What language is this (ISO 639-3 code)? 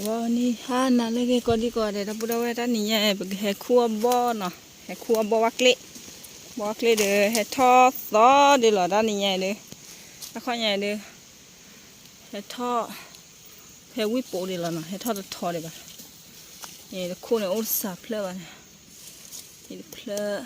ksw